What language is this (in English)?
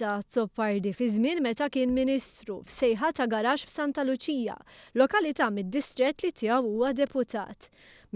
Maltese